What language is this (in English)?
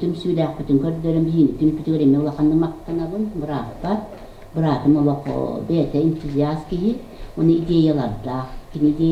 Yakut